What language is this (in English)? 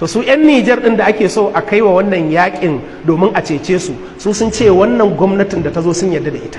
Hausa